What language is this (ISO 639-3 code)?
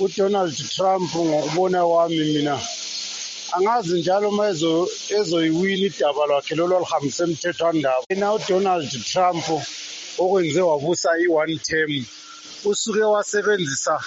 nde